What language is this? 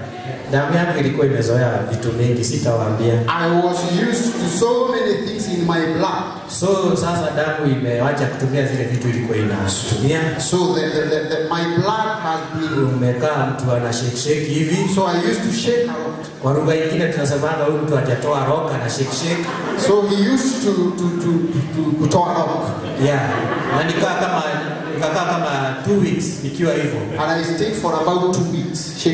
Swahili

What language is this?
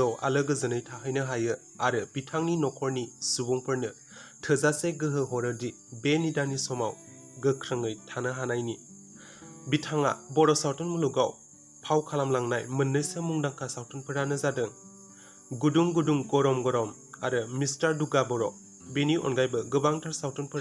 Bodo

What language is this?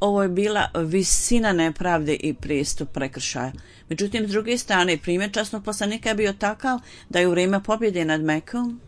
Bosnian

